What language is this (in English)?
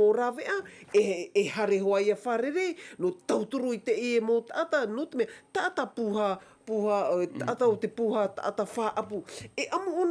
Tahitian